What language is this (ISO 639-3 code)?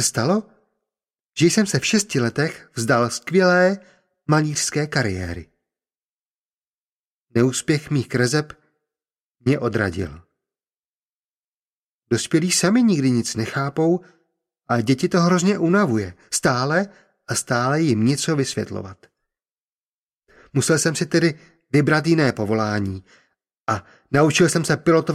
ces